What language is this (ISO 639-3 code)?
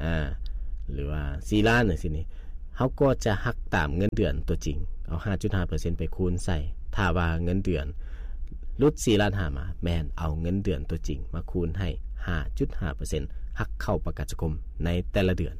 lao